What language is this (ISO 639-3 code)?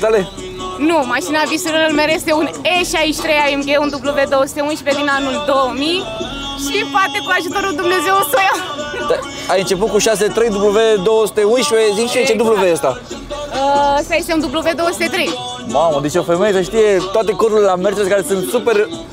ron